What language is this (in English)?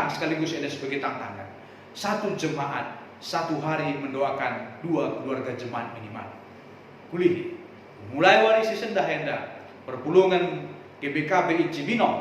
Batak Karo